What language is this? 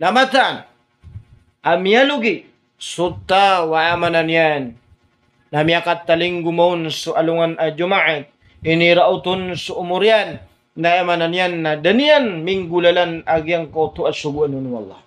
Maranao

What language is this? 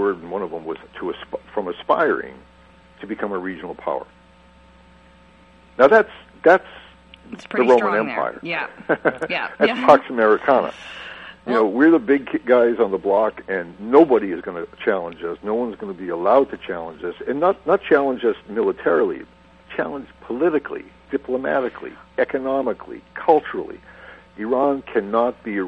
English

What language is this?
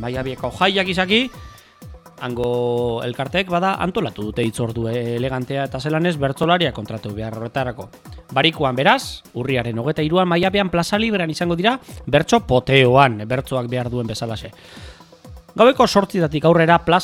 Basque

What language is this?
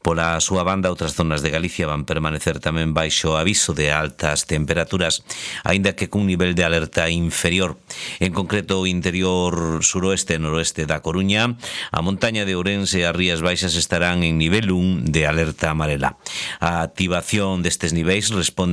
Galician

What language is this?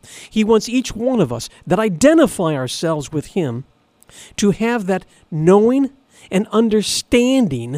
English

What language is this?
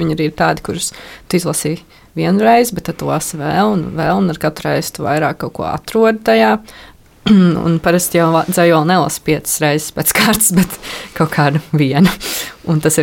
Latvian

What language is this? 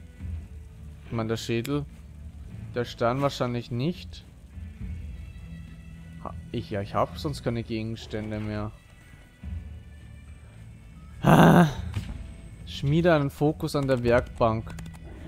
German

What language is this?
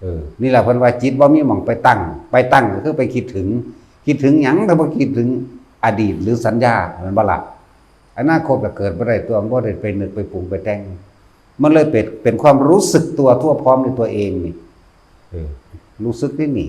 Northeastern Thai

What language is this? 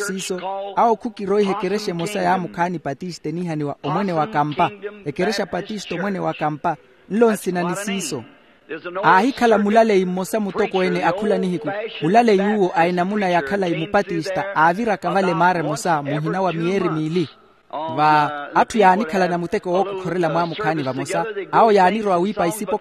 Makhuwa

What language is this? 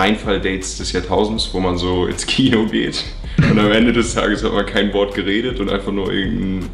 Swiss German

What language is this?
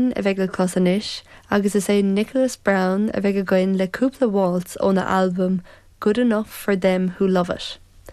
Irish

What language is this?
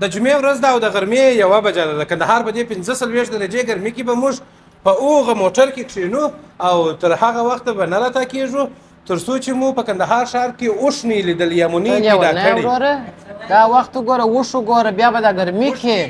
Pashto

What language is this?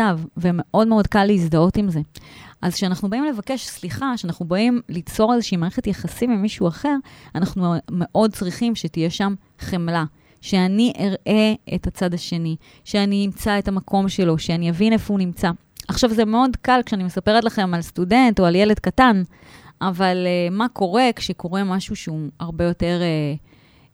Hebrew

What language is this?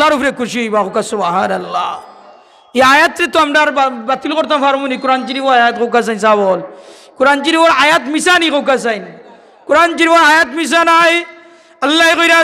Sylheti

